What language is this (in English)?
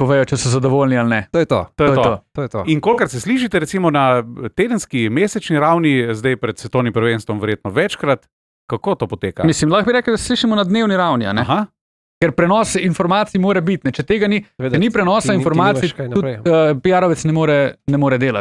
Slovenian